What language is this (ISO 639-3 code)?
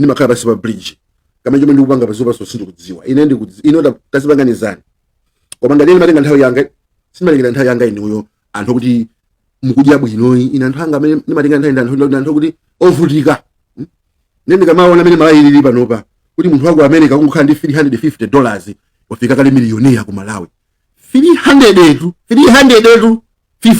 nya